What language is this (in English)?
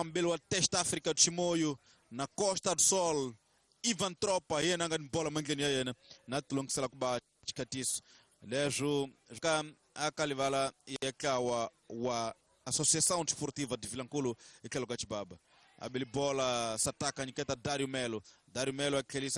Tsonga